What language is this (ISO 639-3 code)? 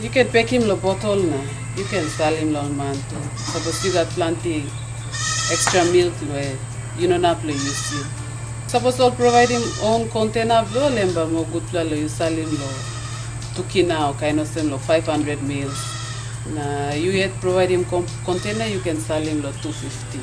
tpi